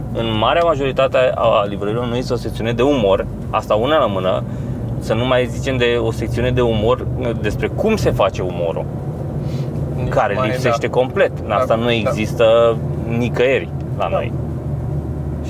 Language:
Romanian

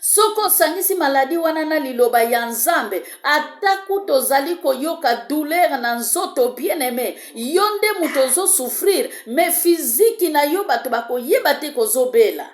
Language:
Lingala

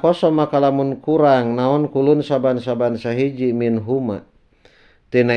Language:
Sundanese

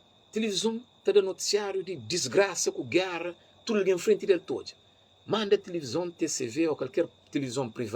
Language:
Kabuverdianu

